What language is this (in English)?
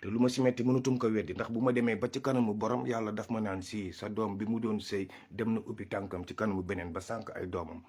Wolof